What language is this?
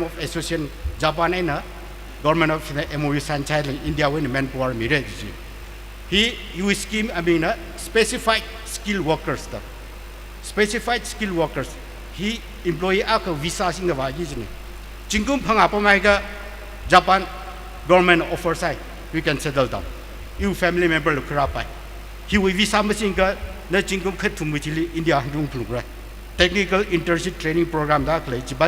Tangkhul Naga (India)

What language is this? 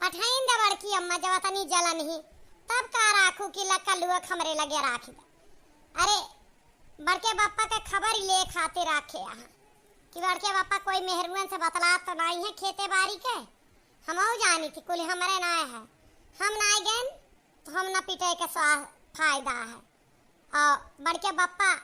Awadhi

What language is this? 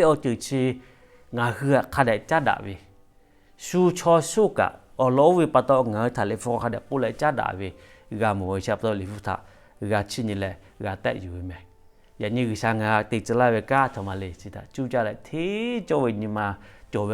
Lahu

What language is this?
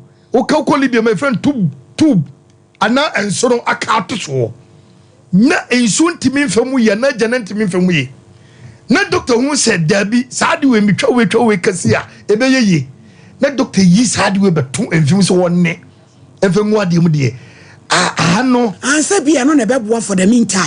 Akan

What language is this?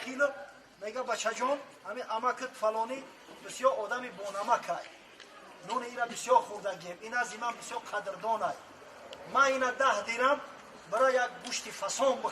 Tajik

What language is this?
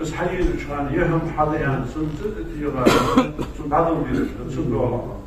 Ingush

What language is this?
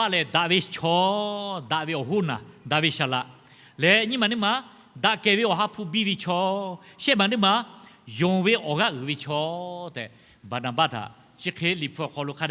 Lahu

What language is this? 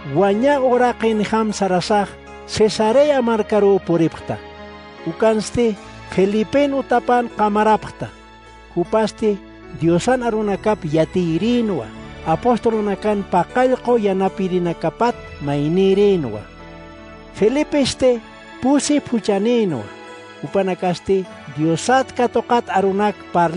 Aymara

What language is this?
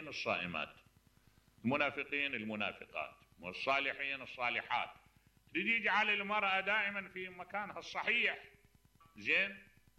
Mesopotamian Arabic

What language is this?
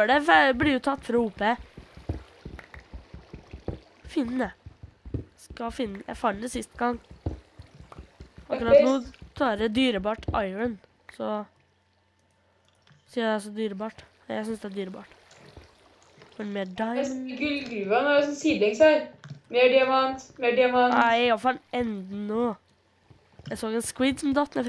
Norwegian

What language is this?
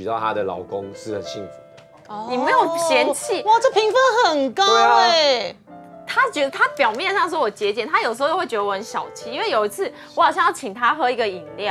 Chinese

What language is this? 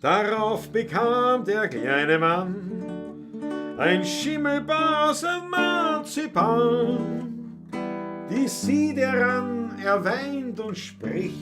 Bavarian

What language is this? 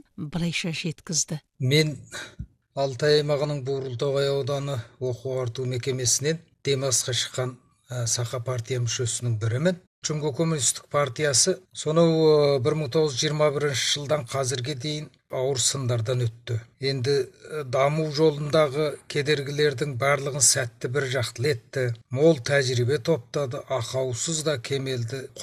Kazakh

